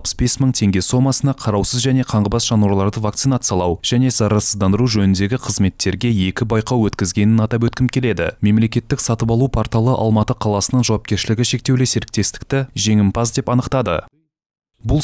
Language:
Kazakh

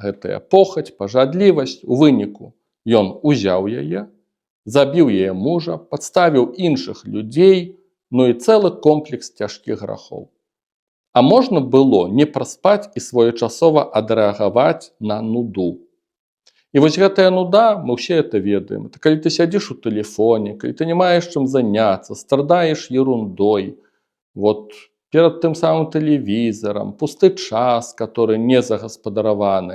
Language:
Belarusian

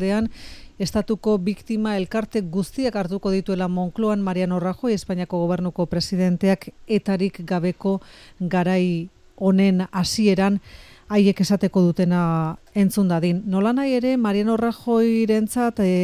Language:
Basque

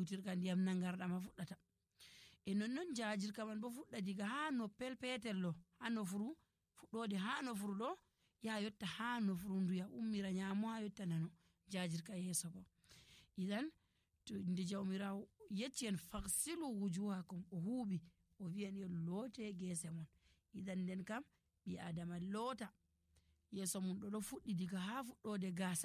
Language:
Nigerian Fulfulde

